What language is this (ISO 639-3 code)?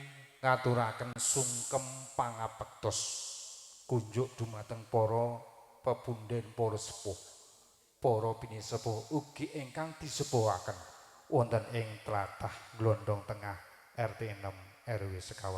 jav